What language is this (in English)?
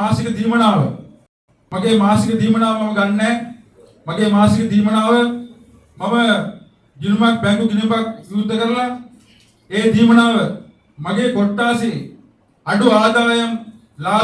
Sinhala